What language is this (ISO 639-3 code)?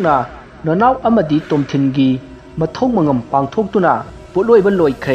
mni